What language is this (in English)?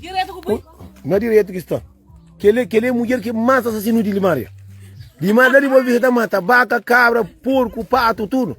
Kabuverdianu